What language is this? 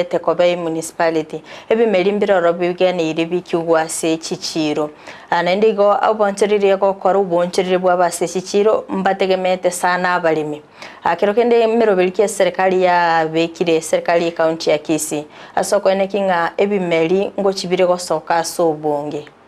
Gusii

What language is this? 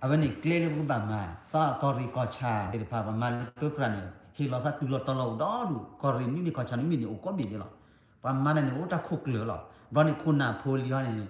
S'gaw Karen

